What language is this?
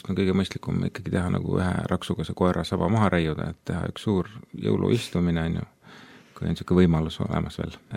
Estonian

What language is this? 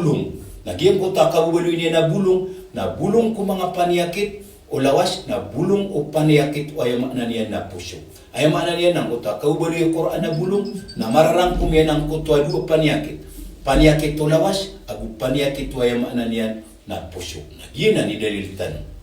Maranao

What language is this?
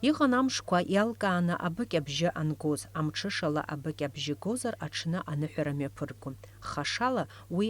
Abkhazian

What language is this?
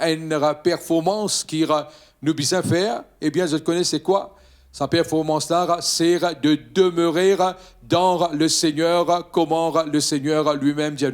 Morisyen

